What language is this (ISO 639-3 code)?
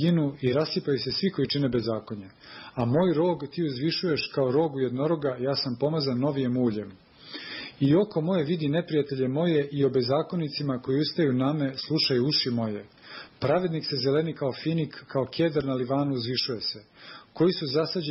srp